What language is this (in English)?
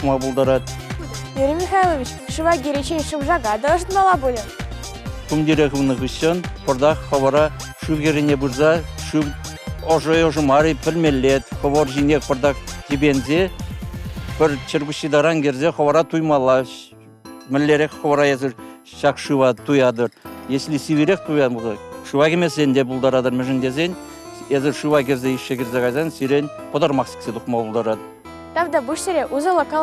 Chuvash